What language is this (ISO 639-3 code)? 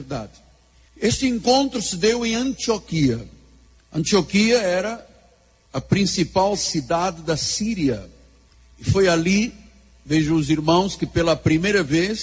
por